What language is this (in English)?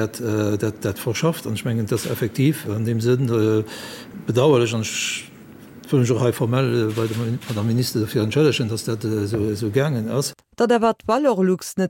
Luxembourgish